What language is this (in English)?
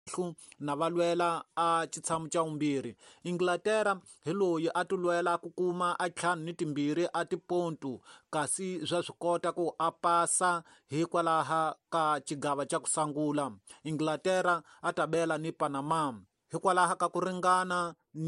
Tsonga